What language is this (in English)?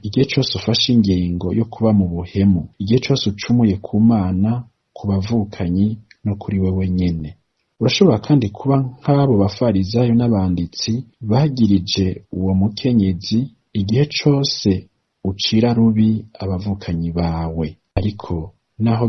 Rundi